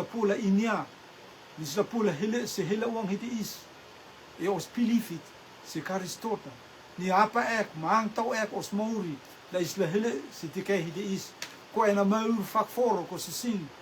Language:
Rotuman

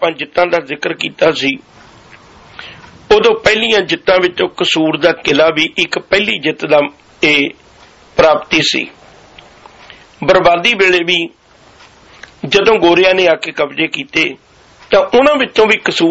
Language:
Punjabi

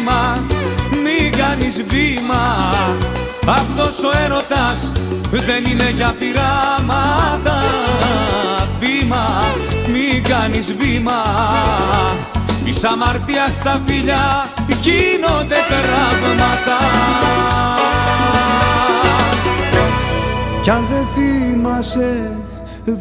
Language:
Greek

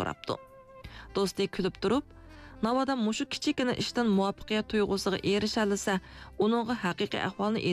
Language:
Uyghur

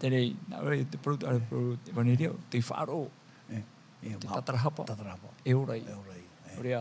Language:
Tahitian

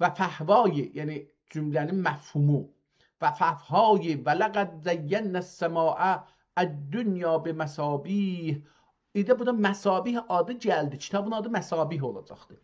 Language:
South Azerbaijani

